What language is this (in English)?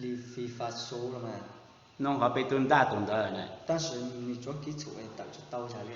Hmong